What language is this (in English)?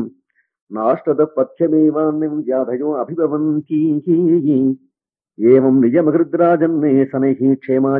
Sanskrit